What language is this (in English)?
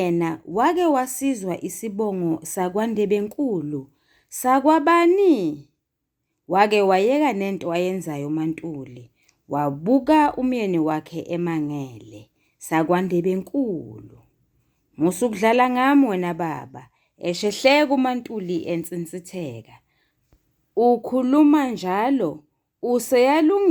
Zulu